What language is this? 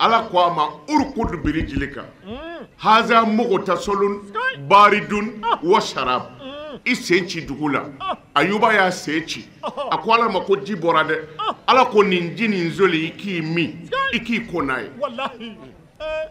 Bambara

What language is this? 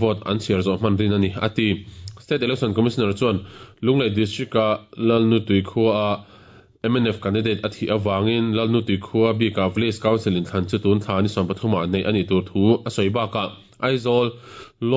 Mizo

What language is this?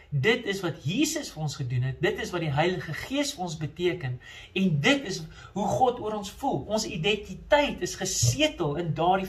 Afrikaans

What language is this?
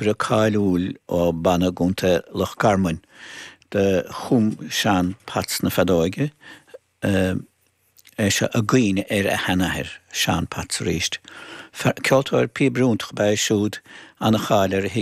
Irish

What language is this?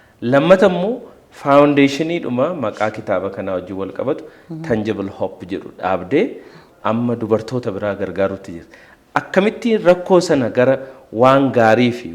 Oromo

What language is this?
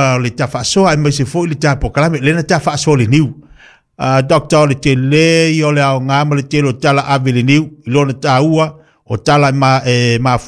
Samoan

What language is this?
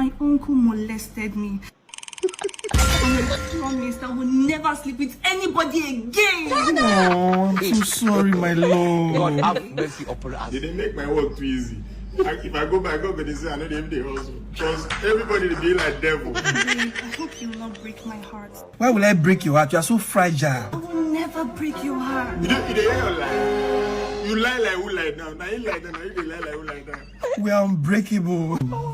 Nigerian Pidgin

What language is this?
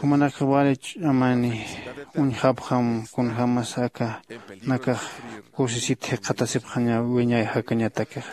Aymara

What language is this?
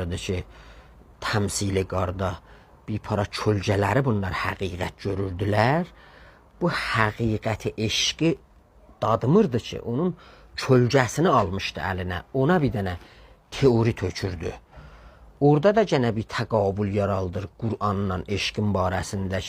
South Azerbaijani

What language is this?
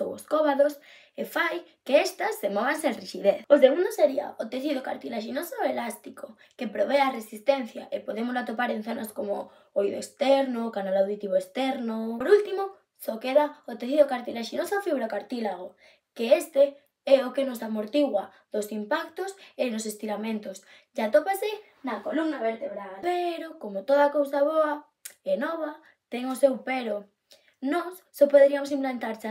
Galician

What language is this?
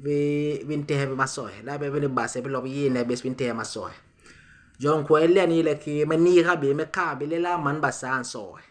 Basaa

